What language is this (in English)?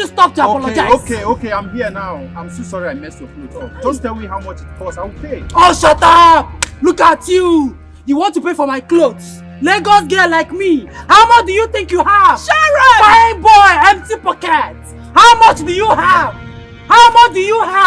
Nigerian Pidgin